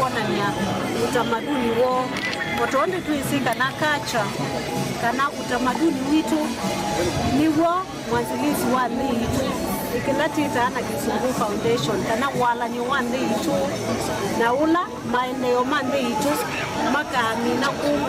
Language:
Kamba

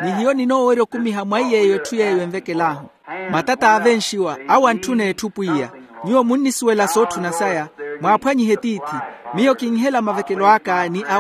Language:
Makhuwa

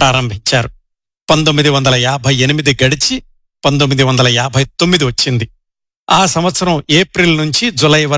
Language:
Telugu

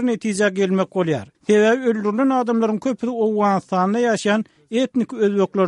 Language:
Turkmen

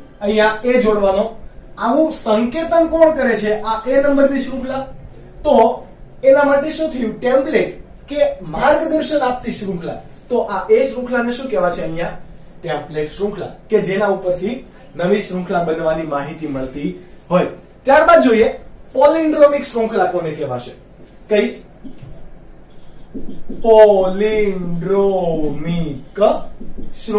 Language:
Gujarati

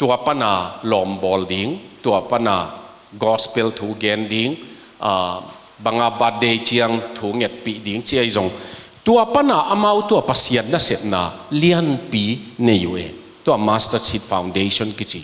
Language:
Tedim Chin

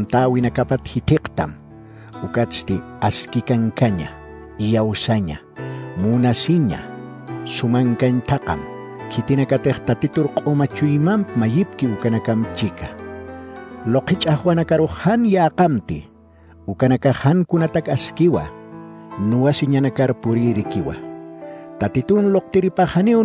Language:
Aymara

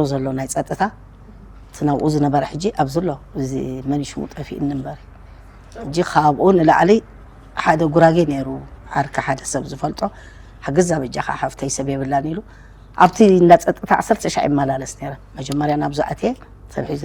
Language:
Tigrinya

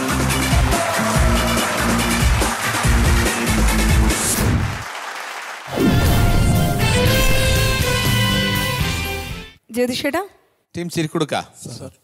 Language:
Malayalam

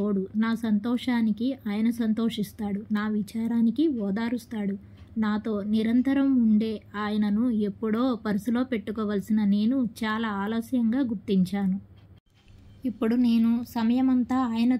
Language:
Telugu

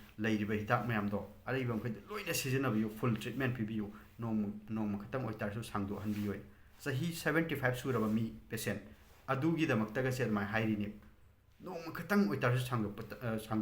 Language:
Manipuri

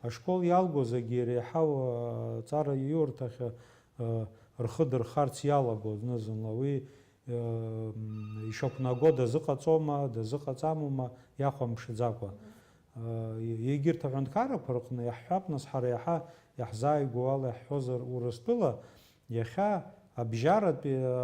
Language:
Abkhazian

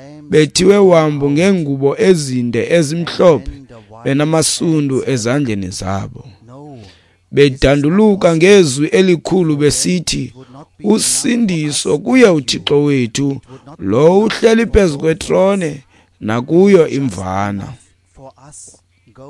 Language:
Xhosa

